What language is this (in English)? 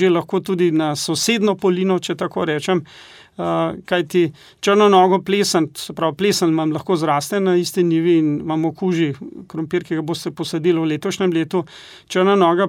Slovenian